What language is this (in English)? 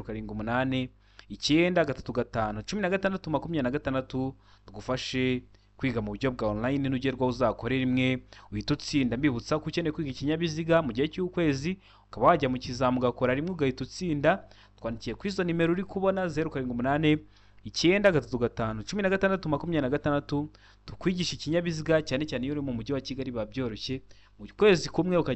Kinyarwanda